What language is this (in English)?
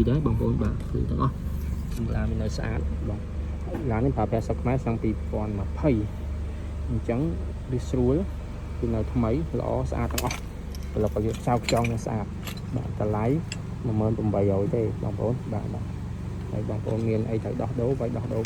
Khmer